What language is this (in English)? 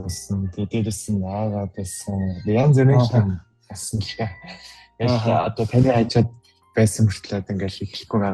Mongolian